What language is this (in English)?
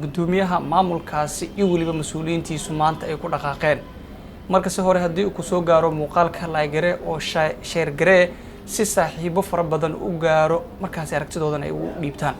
Somali